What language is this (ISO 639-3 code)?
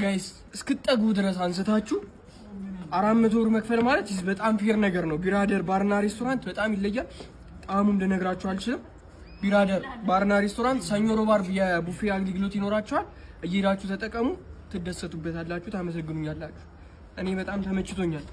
amh